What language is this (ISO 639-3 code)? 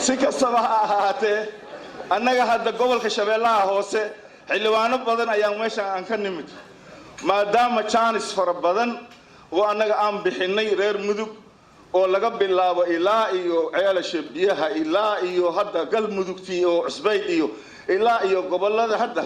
som